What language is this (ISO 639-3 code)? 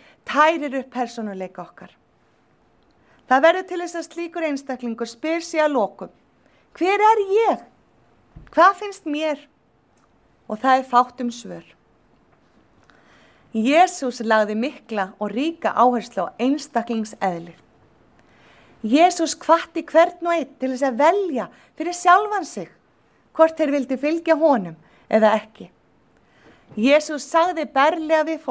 isl